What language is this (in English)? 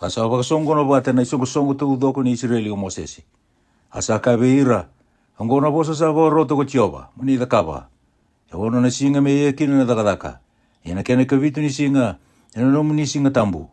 Fijian